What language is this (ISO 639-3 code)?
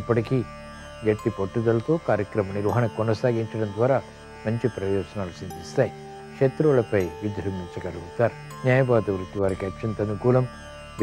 tel